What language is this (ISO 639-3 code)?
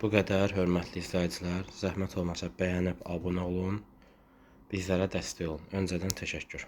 aze